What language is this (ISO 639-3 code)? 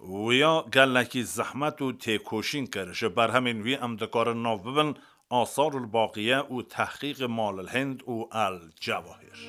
kur